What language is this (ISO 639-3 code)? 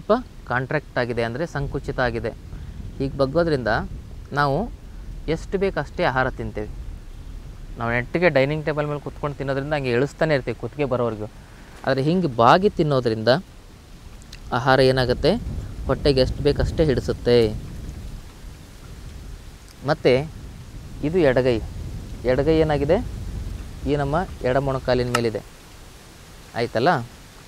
kan